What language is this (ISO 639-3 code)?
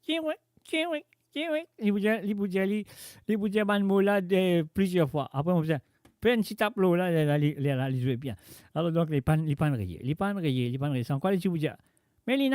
mfe